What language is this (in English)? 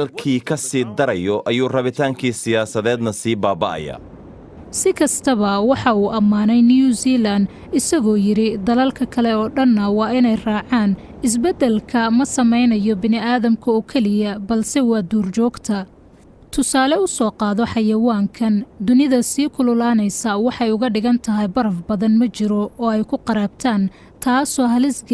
Somali